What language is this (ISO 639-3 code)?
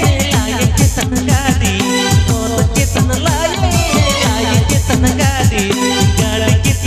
sat